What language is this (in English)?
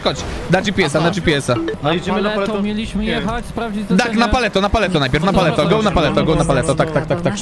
Polish